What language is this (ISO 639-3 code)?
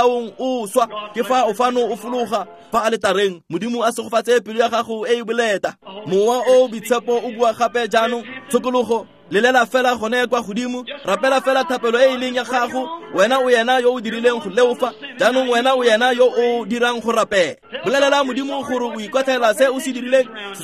tsn